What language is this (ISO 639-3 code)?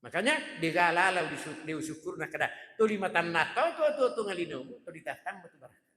bug